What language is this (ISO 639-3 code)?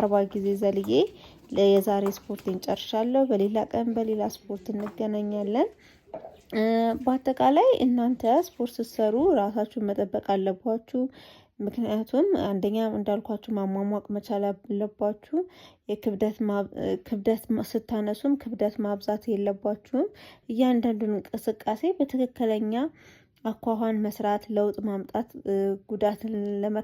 amh